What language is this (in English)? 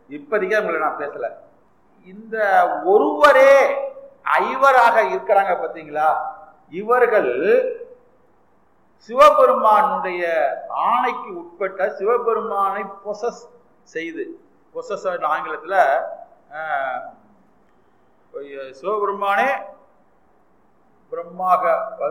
Tamil